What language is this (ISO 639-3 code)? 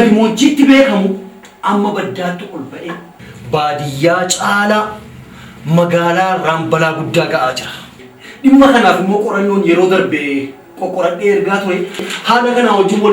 orm